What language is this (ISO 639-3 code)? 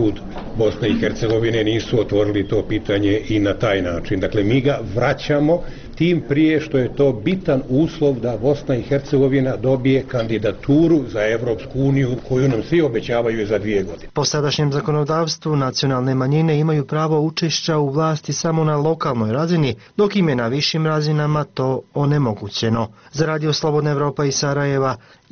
bos